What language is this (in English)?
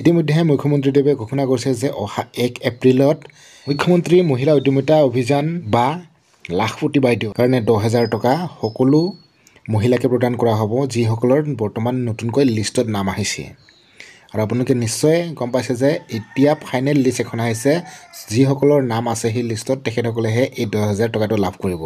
Assamese